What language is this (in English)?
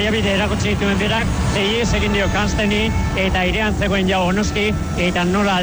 Basque